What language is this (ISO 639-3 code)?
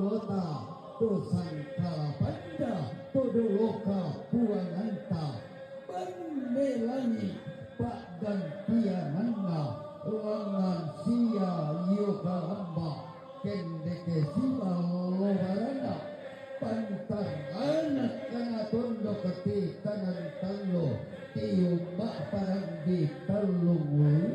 sda